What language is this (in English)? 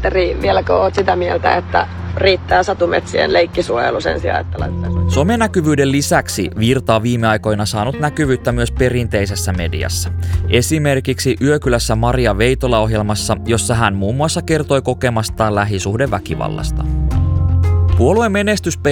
Finnish